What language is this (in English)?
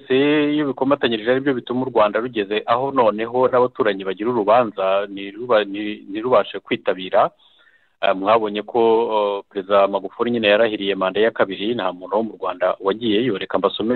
Kinyarwanda